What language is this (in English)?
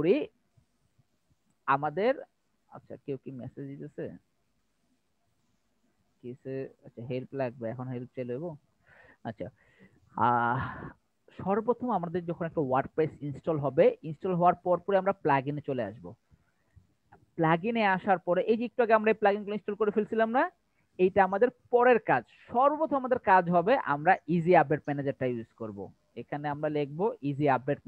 Bangla